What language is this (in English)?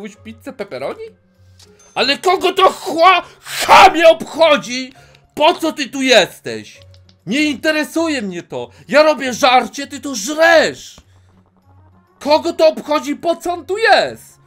Polish